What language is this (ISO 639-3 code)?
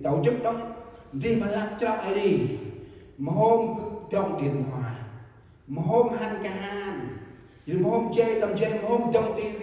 cmo